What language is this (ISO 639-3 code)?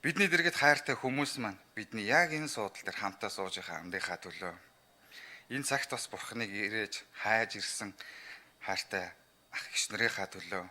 mon